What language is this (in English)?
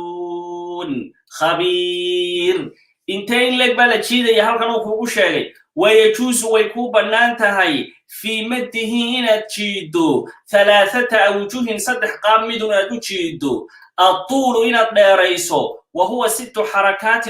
Somali